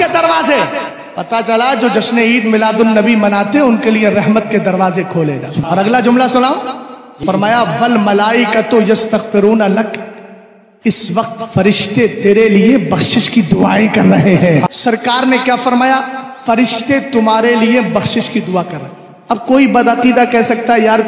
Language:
Urdu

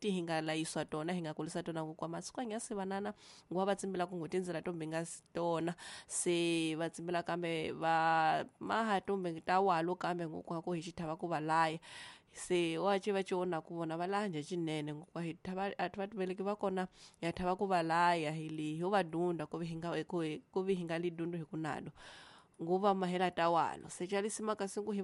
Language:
Tsonga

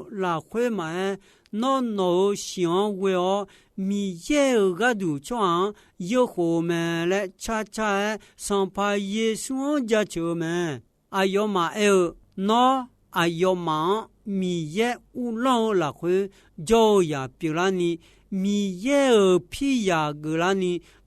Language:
Akha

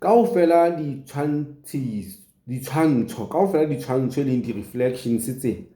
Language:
Southern Sotho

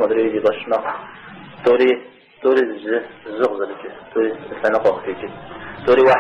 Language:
Kabardian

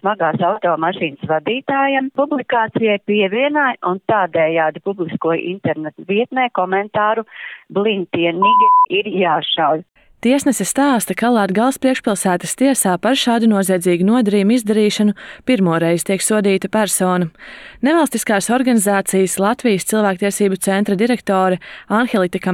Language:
Latvian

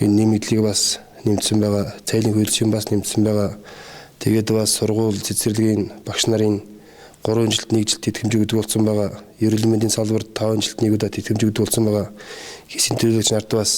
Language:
Mongolian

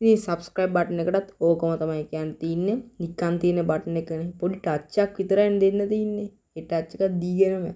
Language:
Sinhala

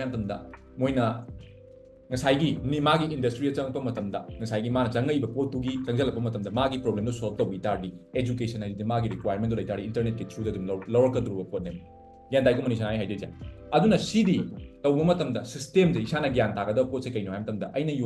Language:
Manipuri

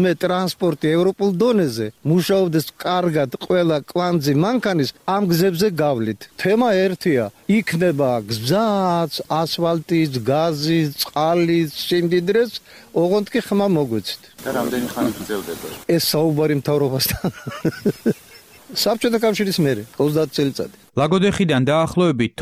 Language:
Georgian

